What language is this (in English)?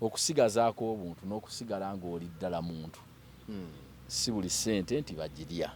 Ganda